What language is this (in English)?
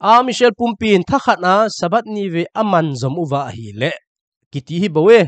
Thado Chin